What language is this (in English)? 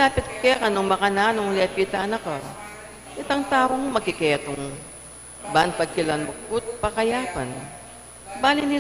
Pampanga